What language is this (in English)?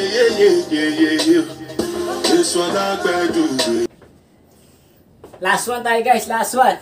Filipino